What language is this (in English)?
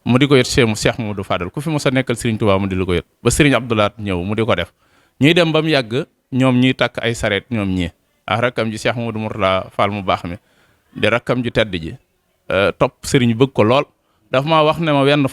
Wolof